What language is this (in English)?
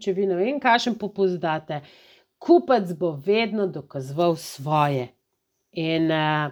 Slovenian